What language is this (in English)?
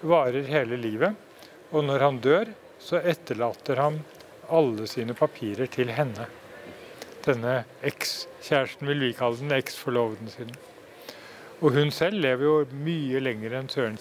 Norwegian